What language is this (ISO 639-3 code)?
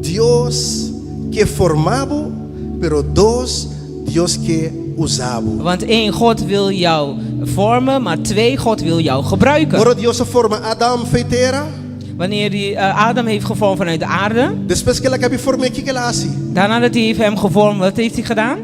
pap